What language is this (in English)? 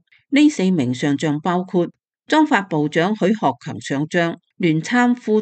Cantonese